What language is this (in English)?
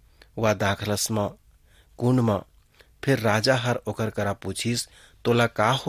Chhattisgarhi